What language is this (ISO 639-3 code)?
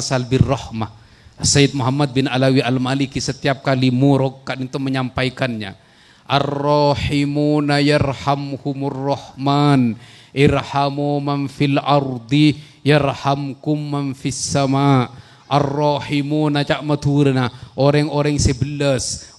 mad